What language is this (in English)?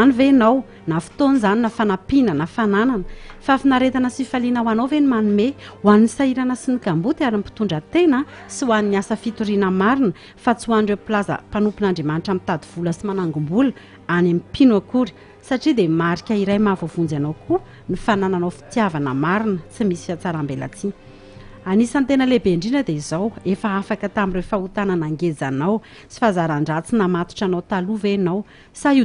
Malagasy